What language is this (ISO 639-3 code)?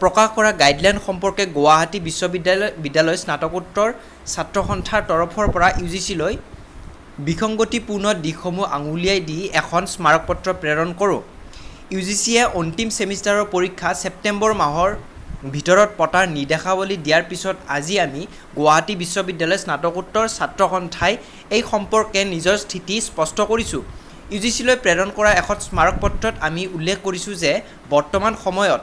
asm